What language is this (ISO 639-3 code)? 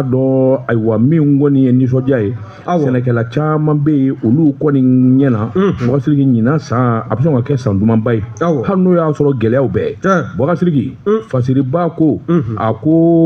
bam